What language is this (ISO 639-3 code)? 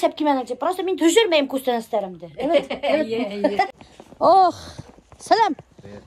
bak